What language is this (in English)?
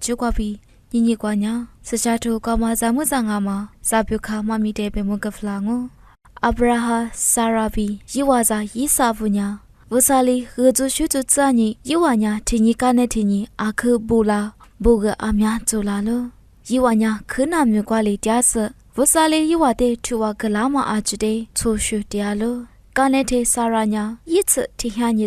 Lisu